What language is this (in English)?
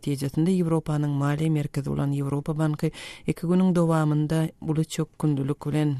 Turkmen